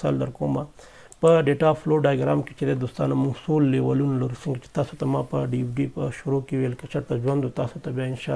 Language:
Pashto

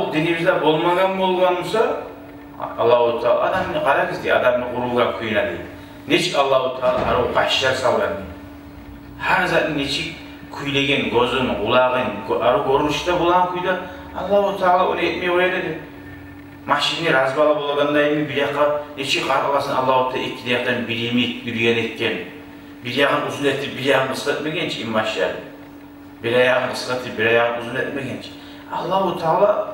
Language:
Kumyk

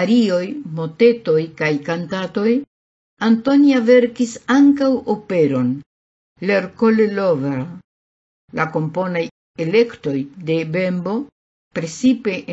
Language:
Esperanto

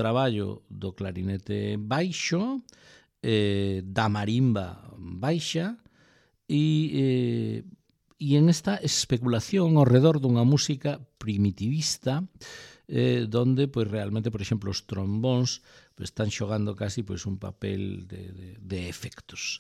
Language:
Galician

